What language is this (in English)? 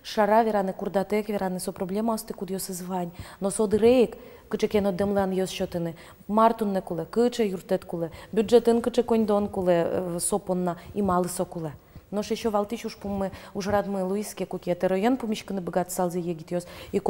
Udmurt